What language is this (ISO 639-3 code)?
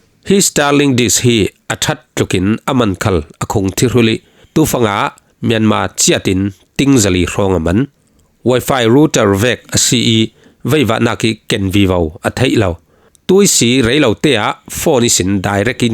cfm